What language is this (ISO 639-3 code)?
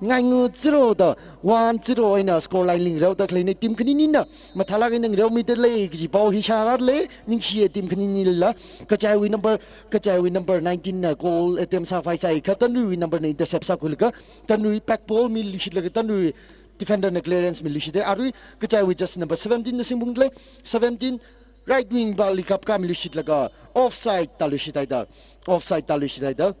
nmf